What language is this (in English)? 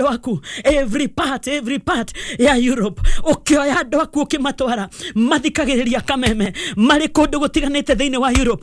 Kikuyu